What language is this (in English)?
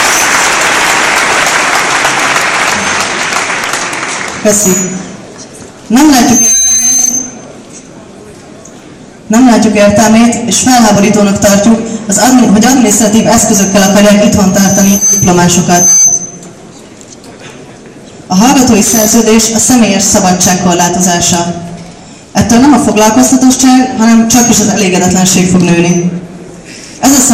Hungarian